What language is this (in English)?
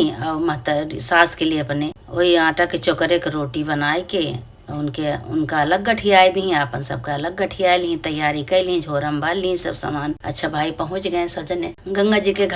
Awadhi